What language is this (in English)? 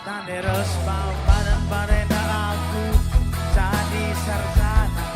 Batak Karo